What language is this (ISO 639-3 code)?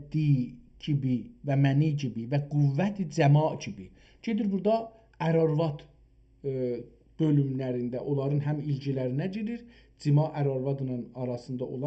azb